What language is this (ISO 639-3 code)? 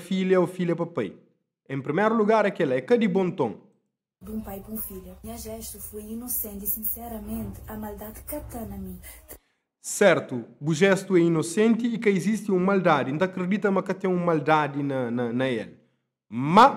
kea